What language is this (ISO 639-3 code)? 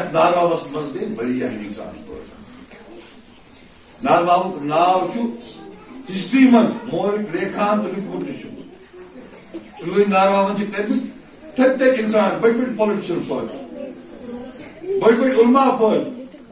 kas